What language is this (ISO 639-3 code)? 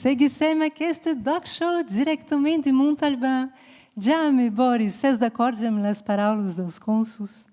oci